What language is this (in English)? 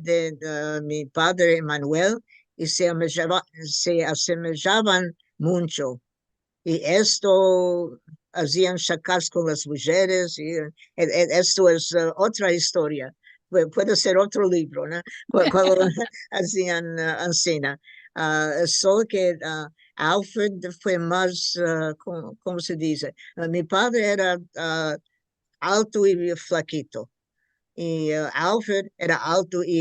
Ladino